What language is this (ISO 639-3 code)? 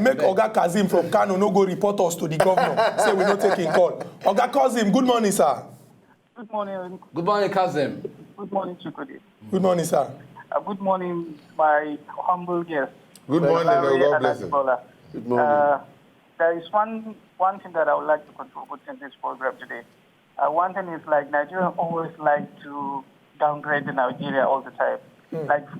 pcm